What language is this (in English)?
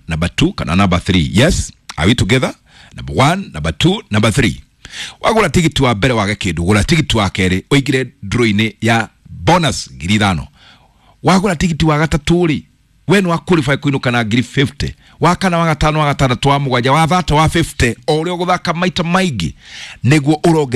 Kikuyu